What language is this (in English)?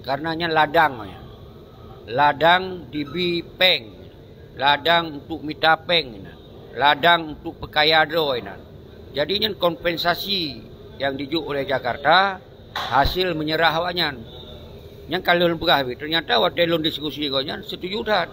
Achinese